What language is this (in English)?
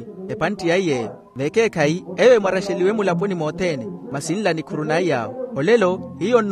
Makhuwa